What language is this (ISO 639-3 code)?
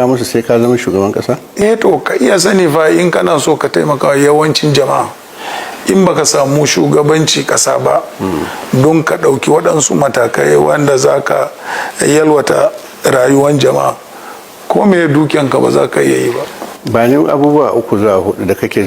hau